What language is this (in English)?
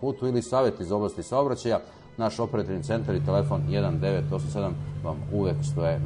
Serbian